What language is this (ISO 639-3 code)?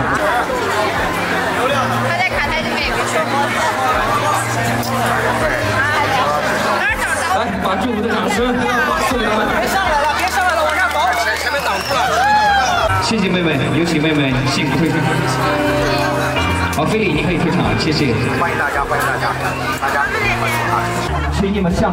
zho